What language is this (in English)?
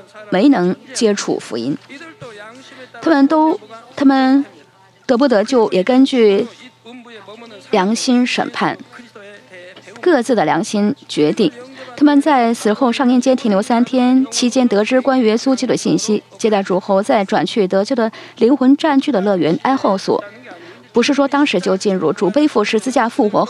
Chinese